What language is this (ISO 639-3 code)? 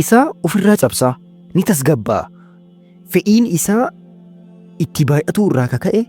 orm